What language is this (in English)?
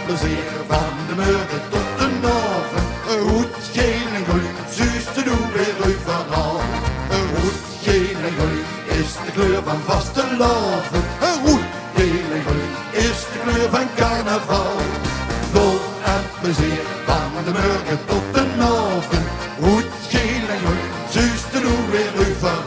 Limburgish